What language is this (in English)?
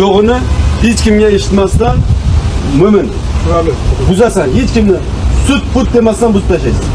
Uzbek